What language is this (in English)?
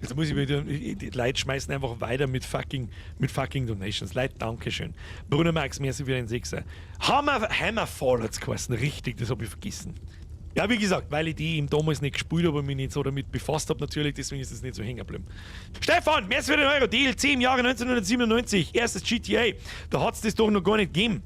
Bavarian